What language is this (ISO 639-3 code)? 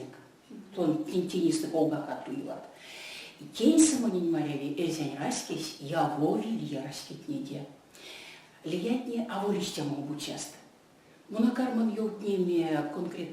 myv